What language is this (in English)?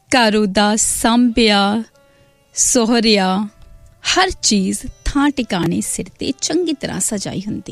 Punjabi